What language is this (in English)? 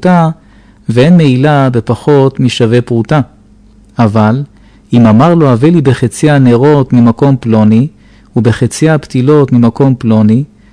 Hebrew